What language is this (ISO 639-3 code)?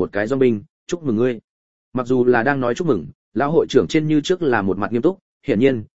vie